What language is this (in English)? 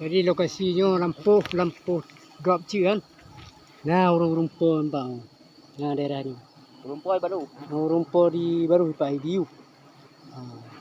Achinese